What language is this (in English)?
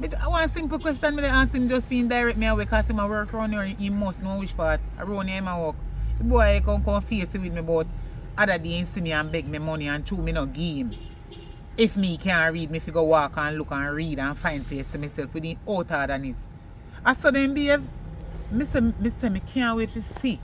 Jamaican Creole English